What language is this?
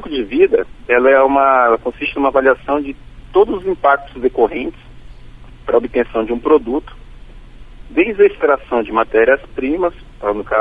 Portuguese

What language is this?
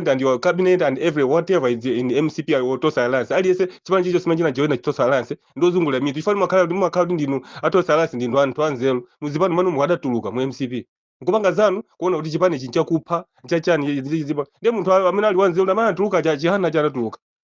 Nyanja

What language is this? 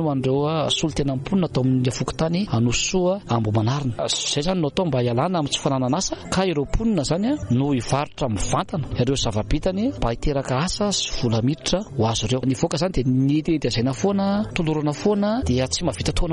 Malagasy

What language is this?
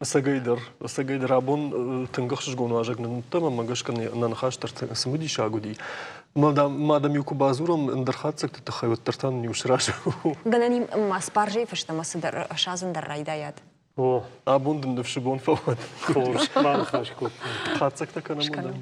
Ossetic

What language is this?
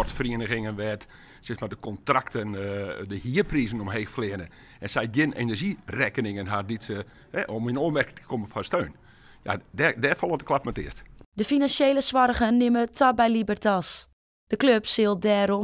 Western Frisian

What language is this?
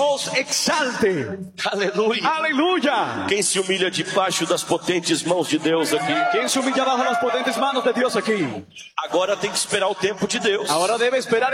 Portuguese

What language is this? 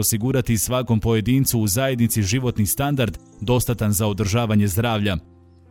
Bosnian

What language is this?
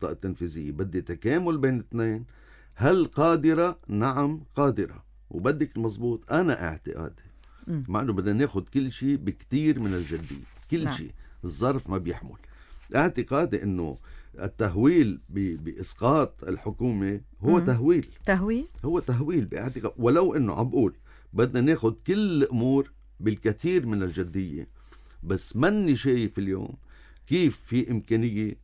North Levantine Arabic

